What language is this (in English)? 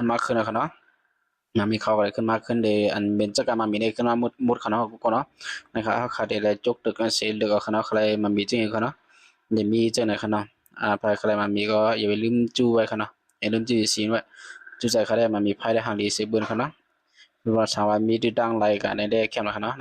Shan